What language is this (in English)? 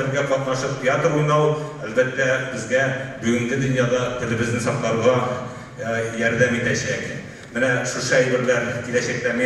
Tatar